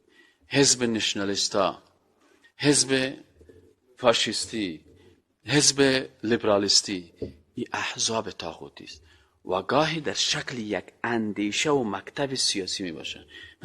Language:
Persian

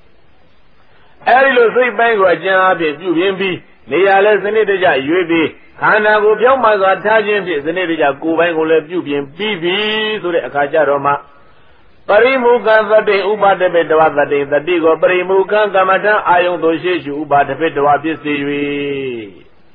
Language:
Burmese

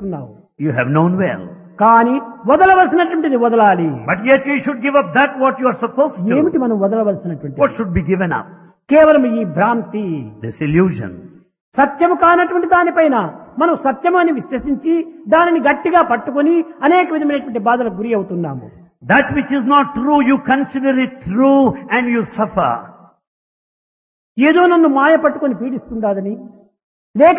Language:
Telugu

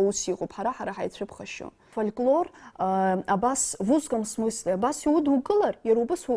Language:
Abkhazian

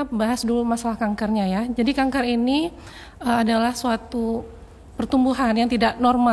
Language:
Indonesian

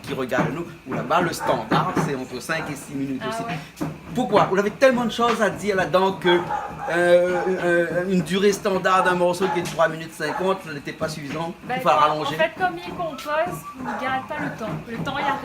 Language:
Réunion Creole French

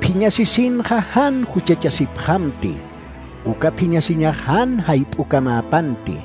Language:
Aymara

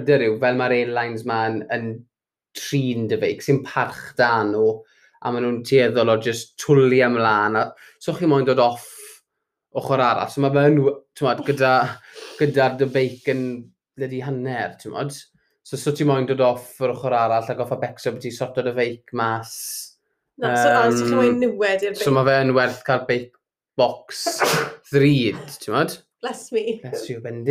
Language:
Welsh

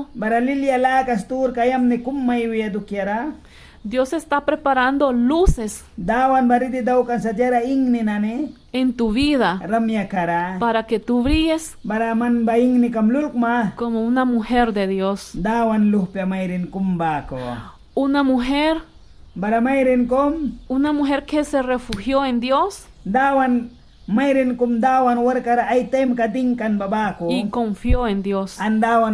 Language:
Mískito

